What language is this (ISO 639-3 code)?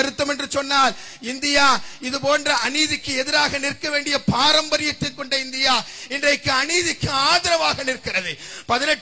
tam